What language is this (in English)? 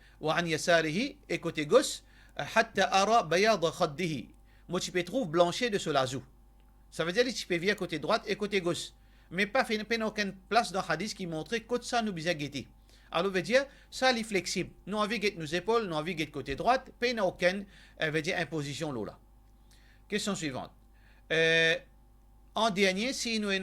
Morisyen